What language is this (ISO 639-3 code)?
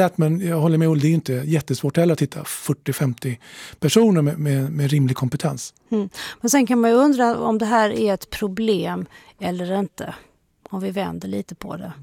swe